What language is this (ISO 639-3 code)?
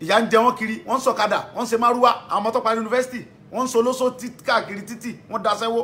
yor